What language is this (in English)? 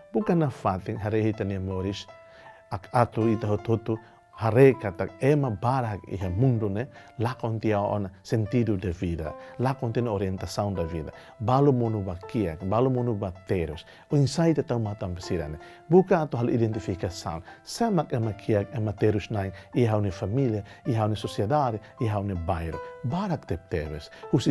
Tetum